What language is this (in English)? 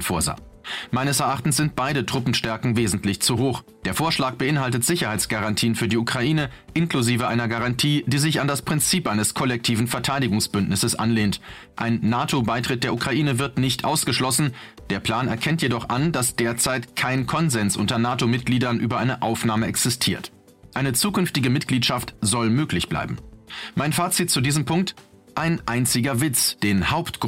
German